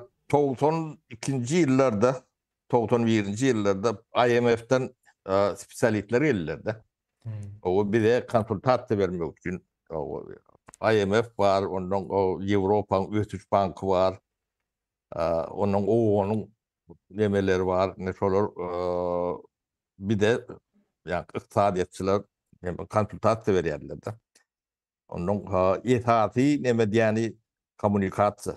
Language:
Turkmen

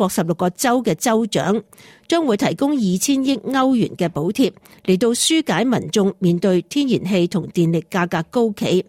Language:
Cantonese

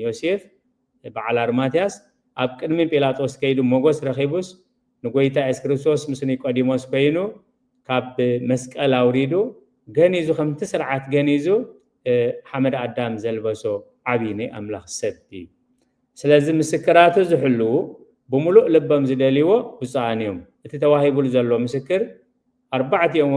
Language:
Tigrinya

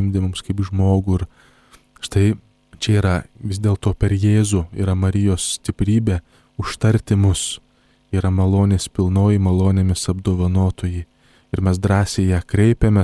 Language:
Lithuanian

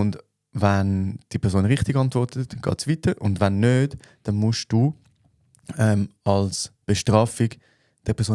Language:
Swiss German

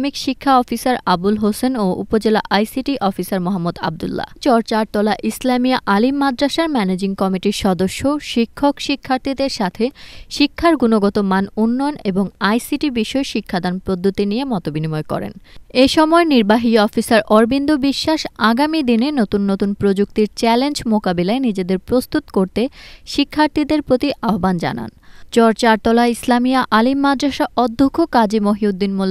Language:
Bangla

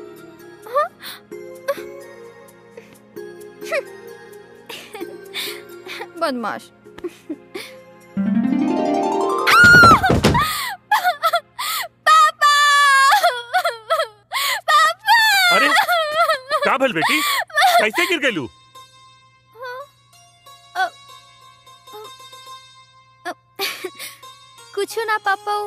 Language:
Bhojpuri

